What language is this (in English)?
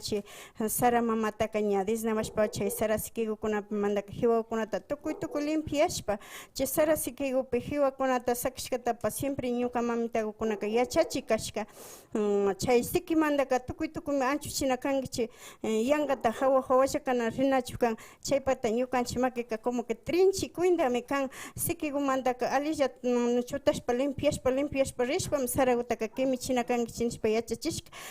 Imbabura Highland Quichua